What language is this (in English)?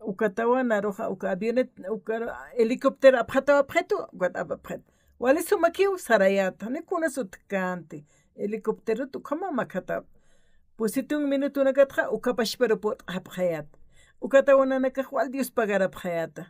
Aymara